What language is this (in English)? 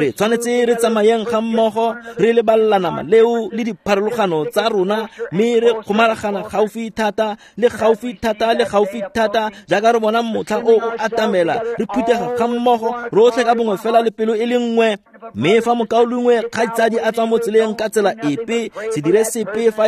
Tswana